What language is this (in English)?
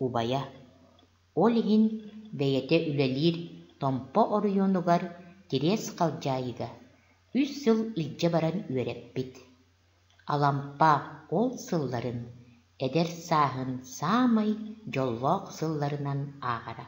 Yakut